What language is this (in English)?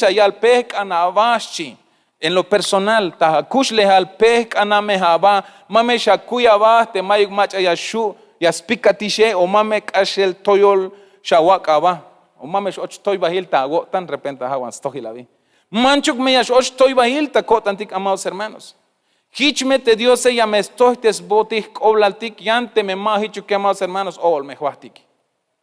Tzeltal